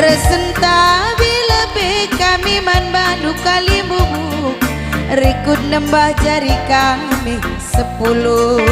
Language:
Batak Karo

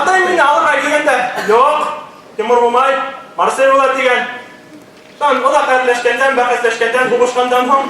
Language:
Bashkir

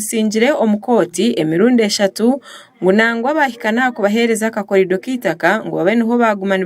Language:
Nyankole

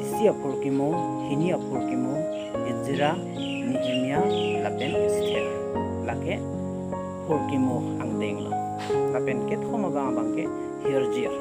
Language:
Karbi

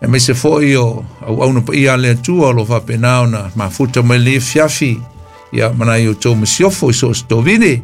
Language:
Samoan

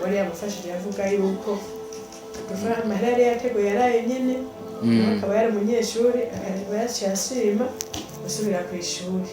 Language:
Rundi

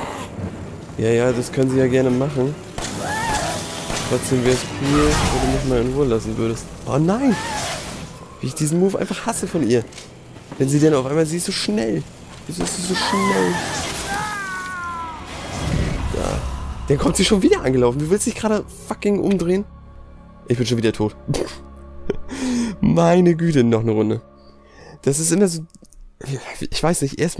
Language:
German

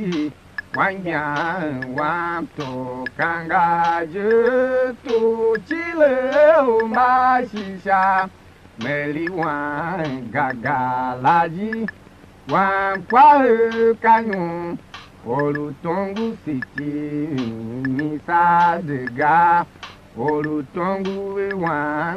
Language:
Tiv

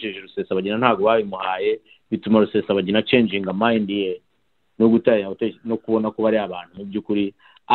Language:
Kinyarwanda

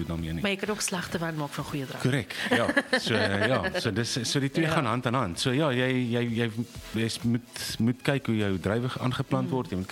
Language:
Afrikaans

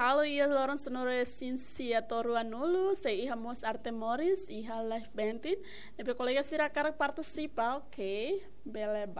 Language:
Tetum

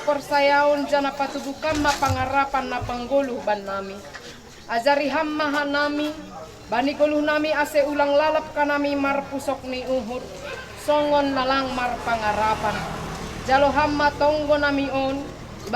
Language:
Batak Simalungun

